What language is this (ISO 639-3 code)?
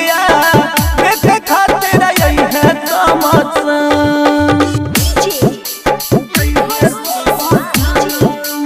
bho